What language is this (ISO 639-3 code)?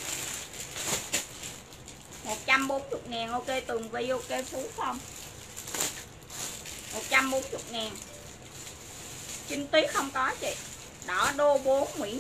vie